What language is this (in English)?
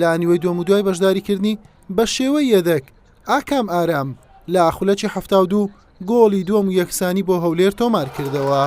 Central Kurdish